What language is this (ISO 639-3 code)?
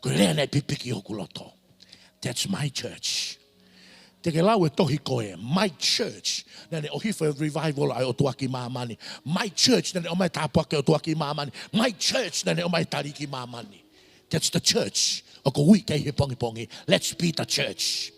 ton